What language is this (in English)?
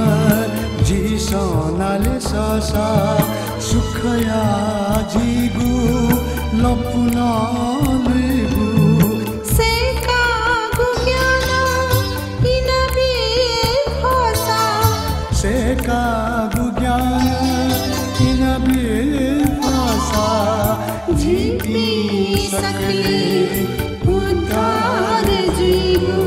Newari